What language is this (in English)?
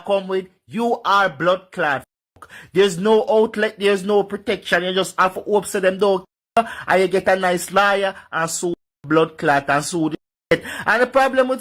Jamaican Creole English